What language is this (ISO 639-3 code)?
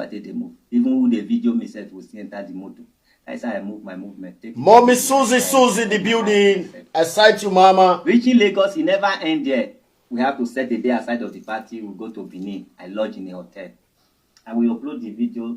pcm